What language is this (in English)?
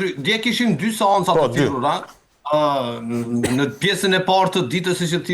Albanian